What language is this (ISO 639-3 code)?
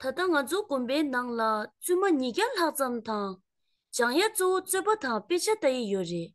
bod